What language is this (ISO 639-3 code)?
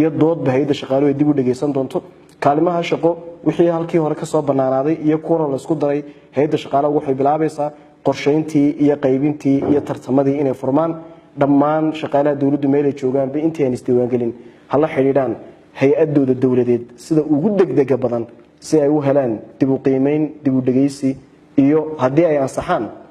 som